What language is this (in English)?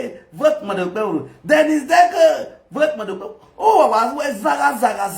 Nigerian Pidgin